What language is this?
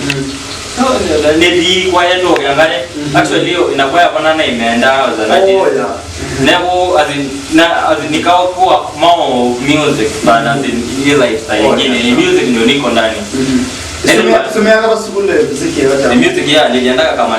Masai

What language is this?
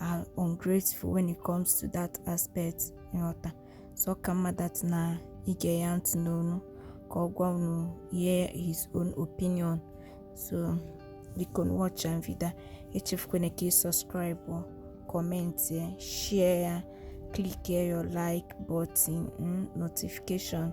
Igbo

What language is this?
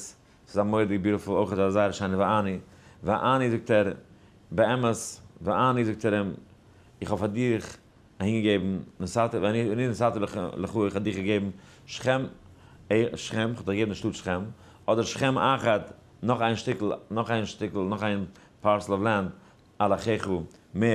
Yiddish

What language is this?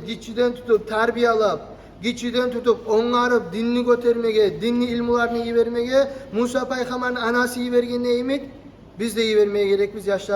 Kumyk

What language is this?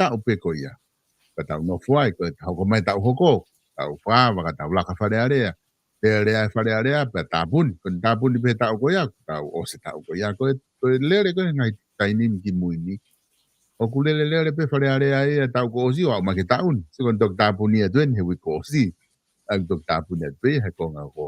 Tongan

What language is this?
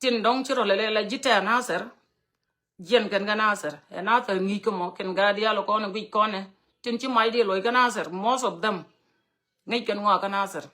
Nuer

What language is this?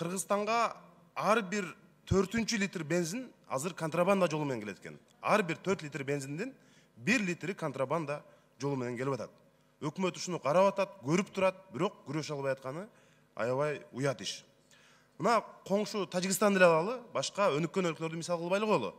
Kyrgyz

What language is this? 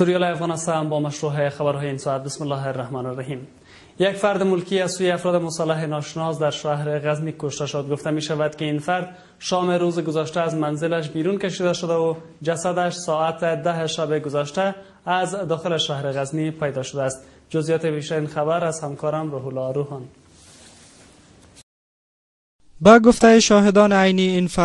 Persian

